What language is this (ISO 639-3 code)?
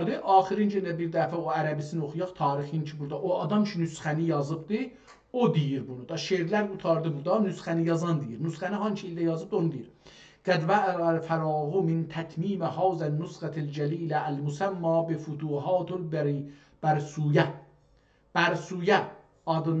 azb